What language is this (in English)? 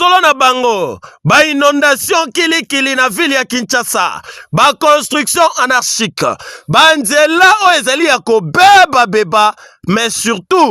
Lingala